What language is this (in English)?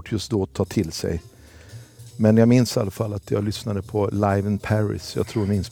Swedish